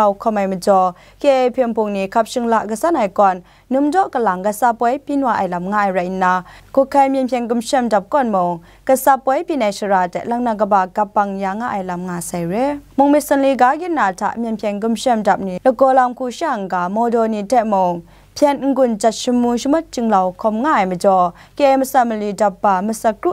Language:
Kachin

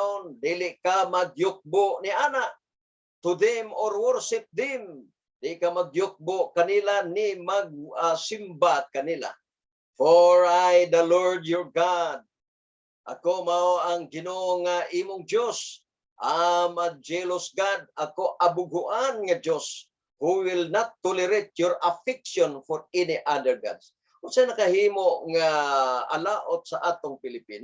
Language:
Cebuano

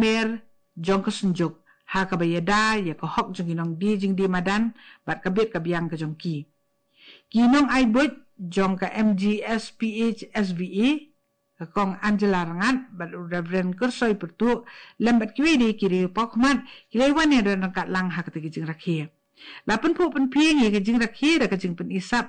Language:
Khasi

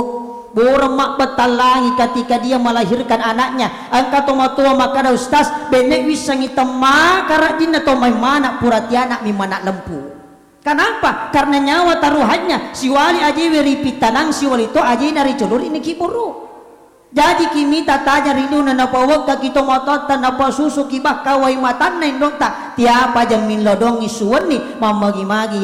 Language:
Buginese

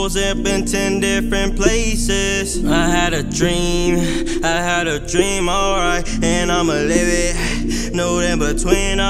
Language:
English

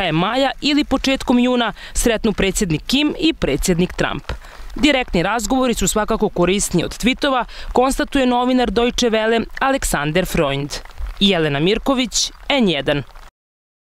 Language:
Bosnian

